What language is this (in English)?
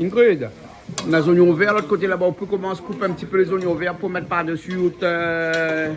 Réunion Creole French